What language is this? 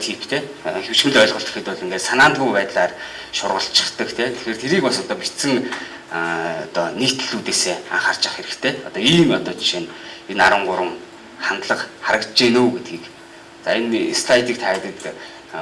Mongolian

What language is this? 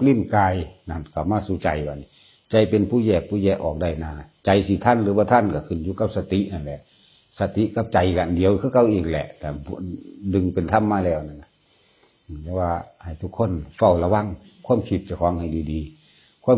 Northeastern Thai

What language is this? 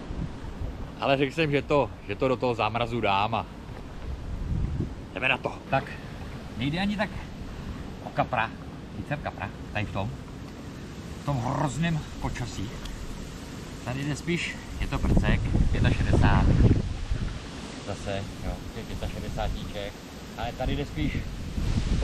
Czech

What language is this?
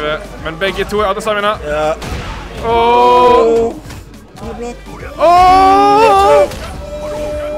Norwegian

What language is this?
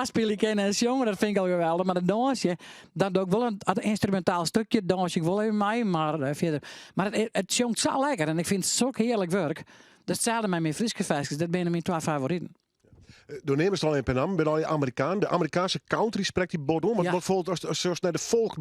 Western Frisian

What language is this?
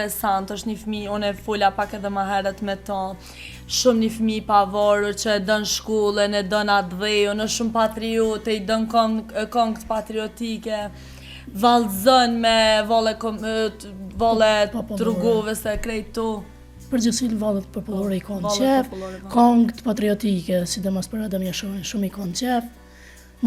Albanian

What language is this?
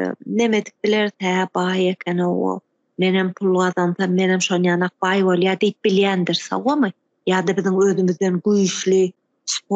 Turkmen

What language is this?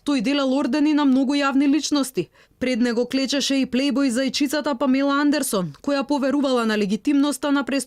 Macedonian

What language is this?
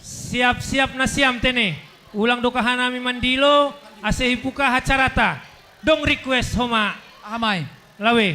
Batak Simalungun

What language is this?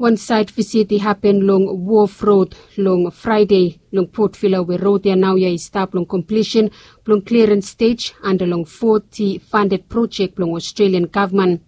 Bislama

